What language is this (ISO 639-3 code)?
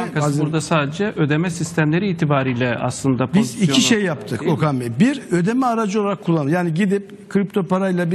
tur